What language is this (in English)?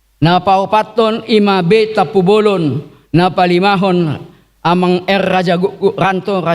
Batak Toba